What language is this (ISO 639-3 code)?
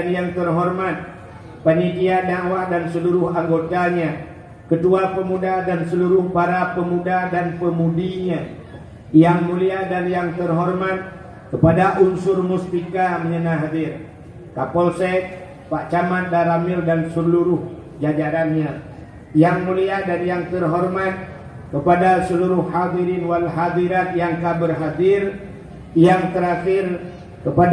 ace